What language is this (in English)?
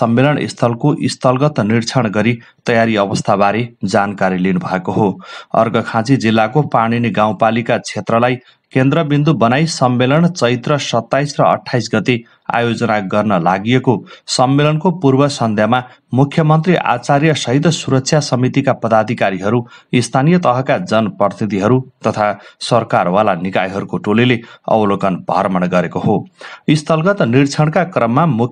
Nepali